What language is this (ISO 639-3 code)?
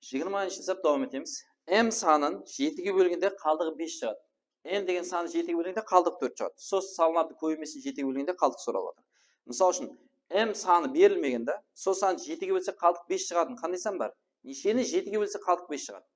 kaa